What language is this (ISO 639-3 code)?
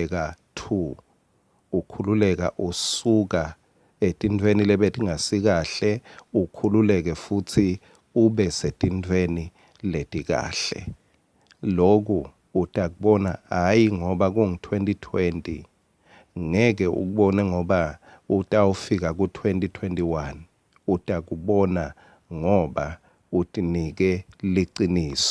ssw